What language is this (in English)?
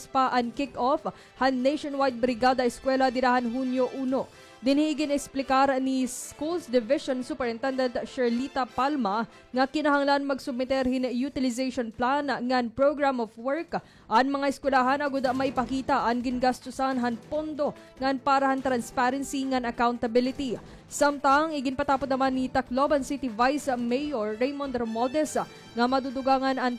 Waray